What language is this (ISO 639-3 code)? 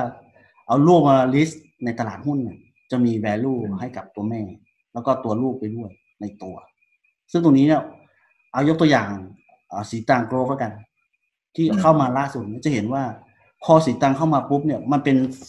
tha